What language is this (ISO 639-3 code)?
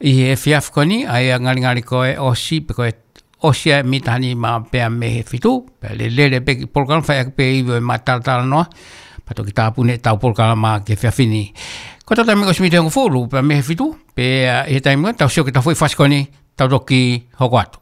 ton